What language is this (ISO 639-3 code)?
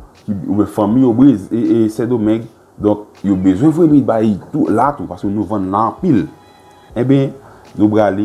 hat